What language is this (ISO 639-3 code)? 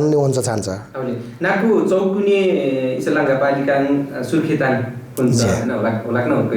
nep